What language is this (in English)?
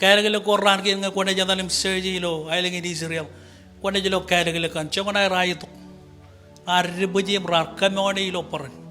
Marshallese